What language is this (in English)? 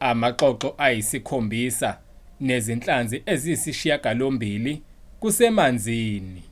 Zulu